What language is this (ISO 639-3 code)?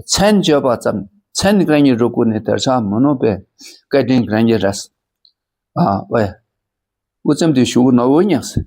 dka